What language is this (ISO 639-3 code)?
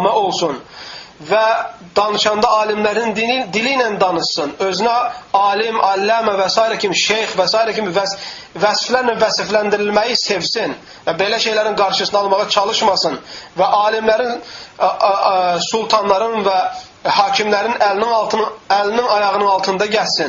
aze